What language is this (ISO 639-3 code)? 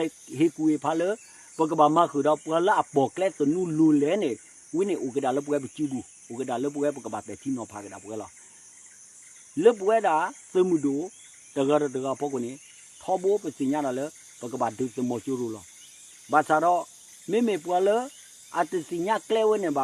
ksw